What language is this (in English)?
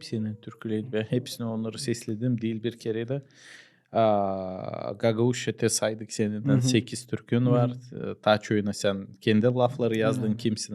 Gagauz